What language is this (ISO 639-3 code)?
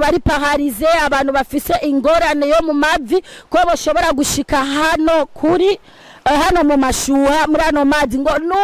run